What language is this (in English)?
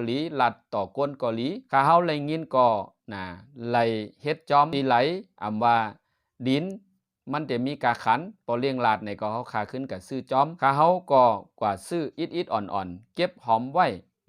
Shan